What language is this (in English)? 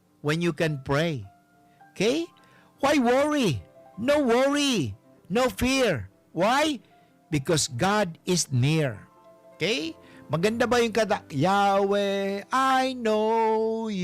Bikol